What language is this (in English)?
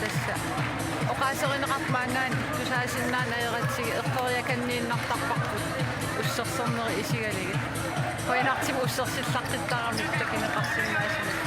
Kalaallisut